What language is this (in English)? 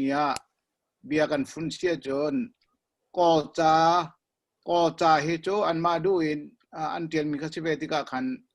Hakha Chin